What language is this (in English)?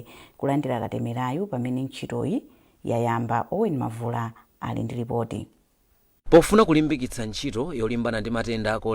Nyanja